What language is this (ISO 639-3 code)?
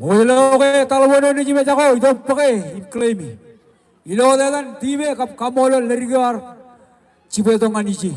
mah